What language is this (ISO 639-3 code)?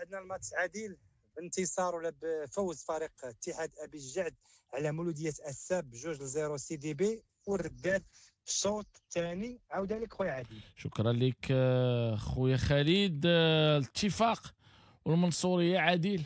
ary